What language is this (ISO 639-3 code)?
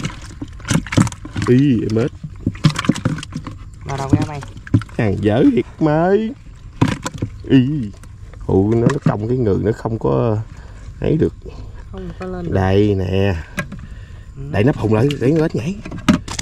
vie